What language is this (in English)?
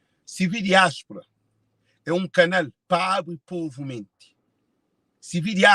Kabuverdianu